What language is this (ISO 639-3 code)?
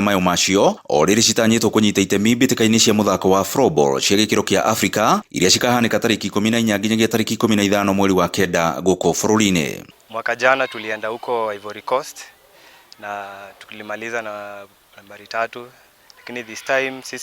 kik